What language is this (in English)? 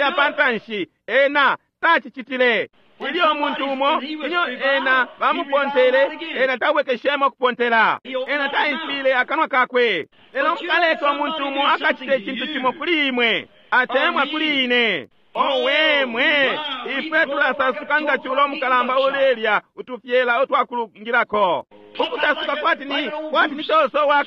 Bemba